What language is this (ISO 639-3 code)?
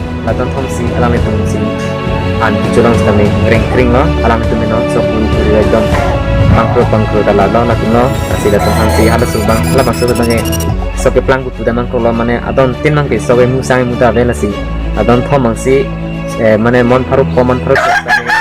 mjw